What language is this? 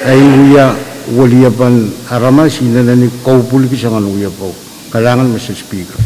Pohnpeian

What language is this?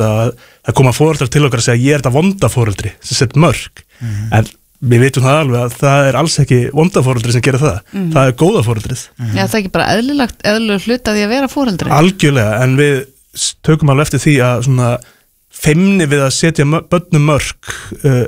Icelandic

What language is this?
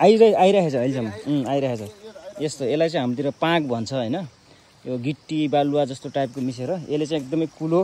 Nepali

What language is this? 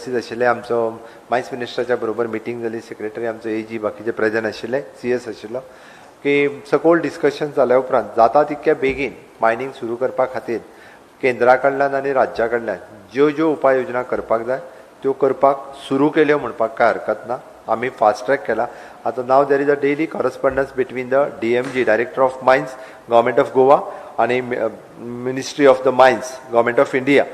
Konkani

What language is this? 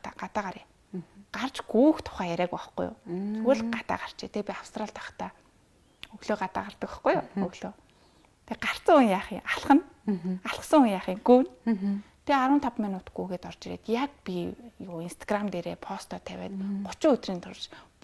Mongolian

